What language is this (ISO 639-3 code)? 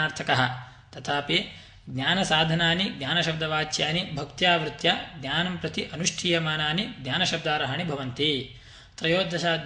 san